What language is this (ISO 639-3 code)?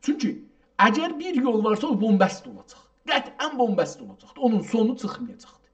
azb